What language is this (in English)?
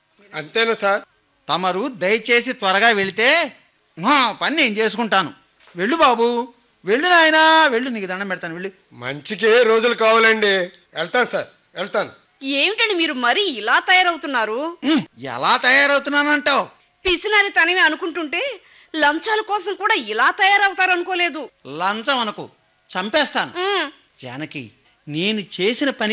Telugu